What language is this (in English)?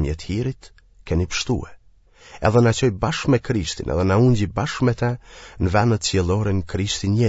Albanian